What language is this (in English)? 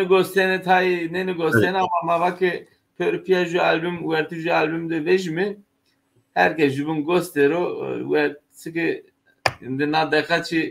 Zaza